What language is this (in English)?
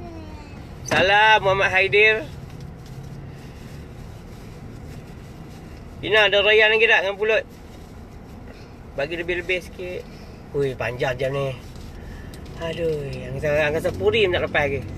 Malay